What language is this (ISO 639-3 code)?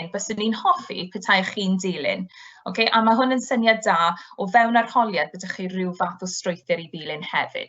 cym